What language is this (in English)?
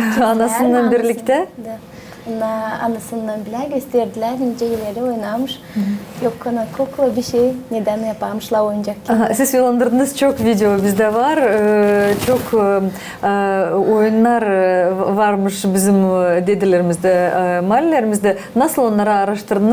Gagauz